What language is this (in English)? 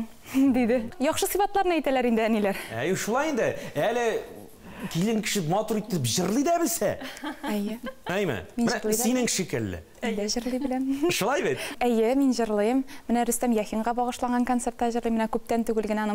Tatar